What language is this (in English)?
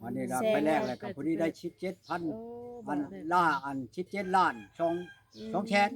Lao